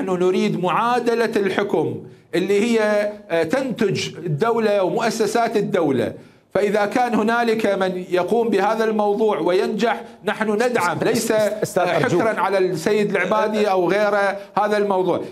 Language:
Mesopotamian Arabic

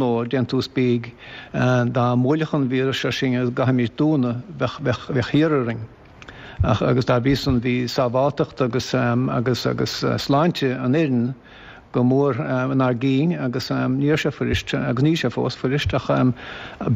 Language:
Irish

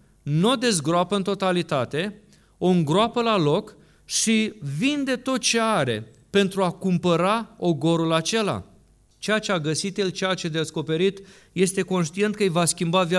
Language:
Romanian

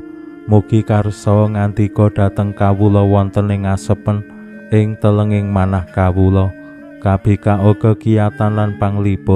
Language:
Javanese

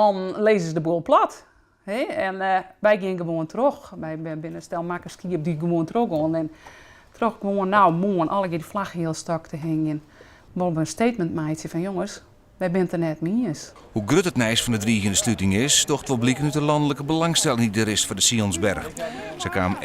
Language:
Western Frisian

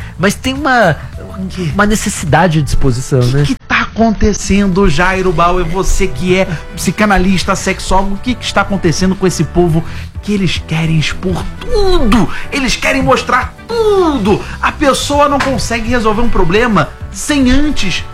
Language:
Portuguese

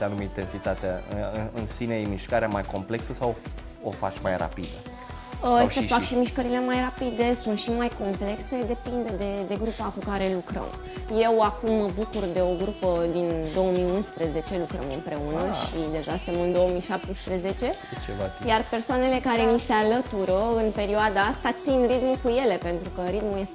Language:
Romanian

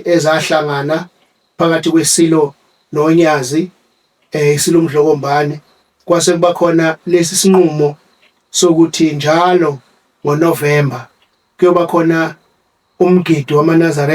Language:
Zulu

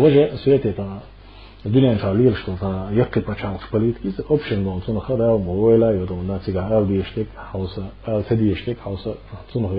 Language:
Chechen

